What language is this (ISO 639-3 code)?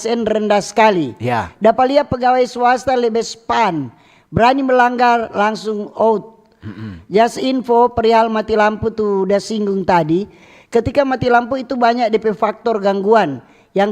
xmm